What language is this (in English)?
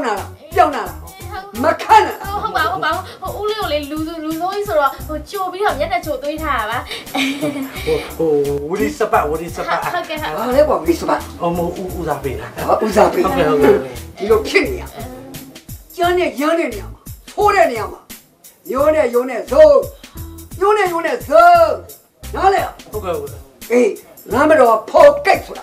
Burmese